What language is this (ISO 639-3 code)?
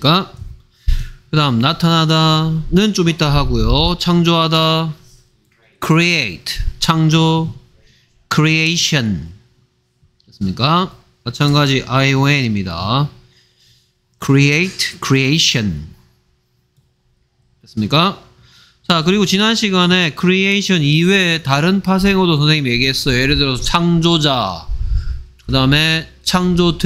kor